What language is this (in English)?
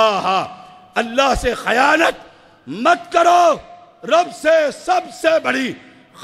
Urdu